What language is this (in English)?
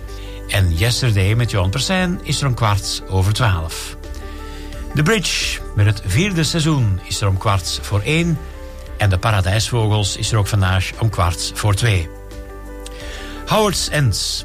Dutch